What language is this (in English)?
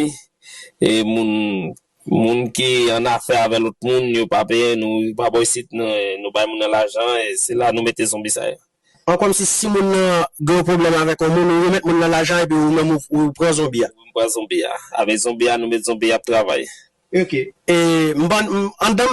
Haitian Creole